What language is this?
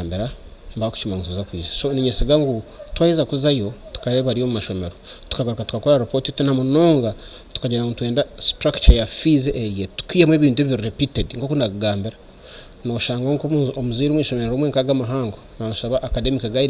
Nyankole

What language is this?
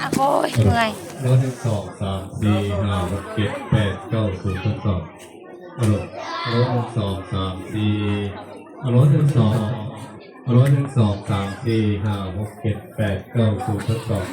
Lao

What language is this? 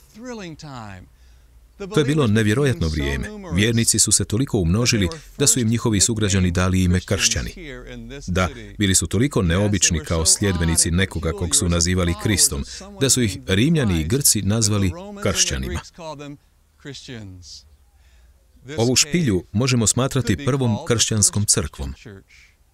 Croatian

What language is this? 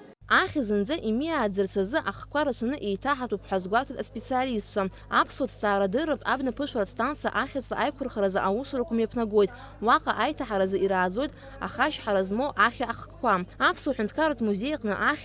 Abkhazian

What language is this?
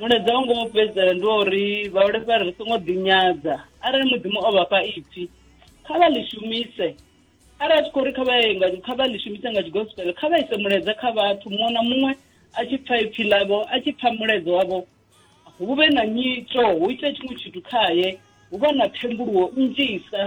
Venda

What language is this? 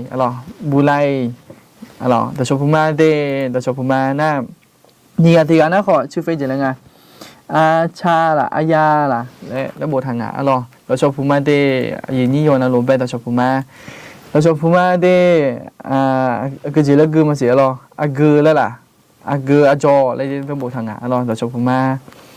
Akha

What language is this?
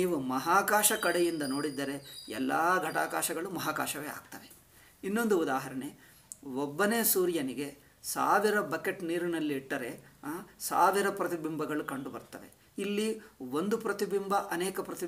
Kannada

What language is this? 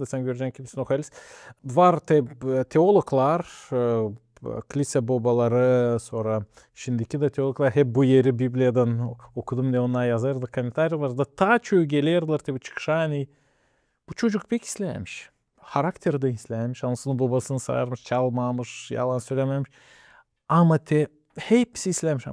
Gagauz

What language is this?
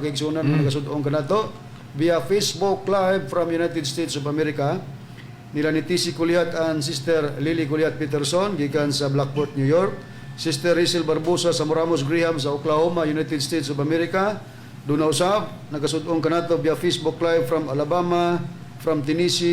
Cebuano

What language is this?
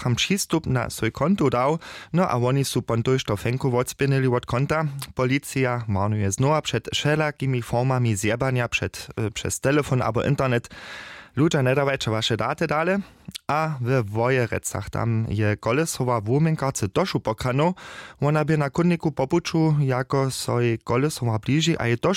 Upper Sorbian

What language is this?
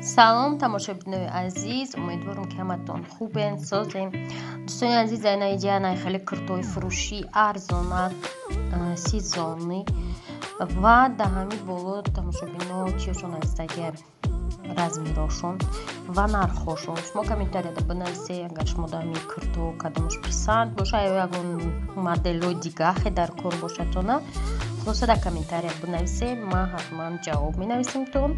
Tajik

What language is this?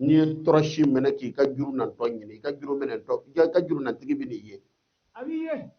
Bambara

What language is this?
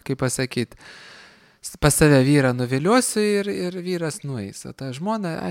Lithuanian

